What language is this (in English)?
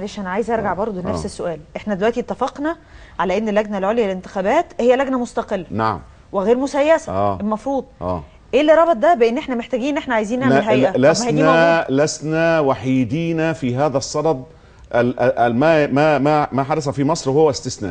Egyptian Arabic